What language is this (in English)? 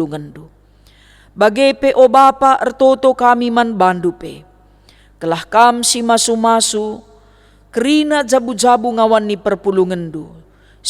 Batak Karo